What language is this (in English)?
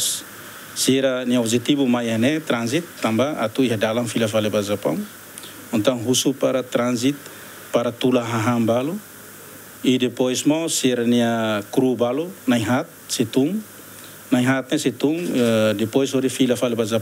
Tetum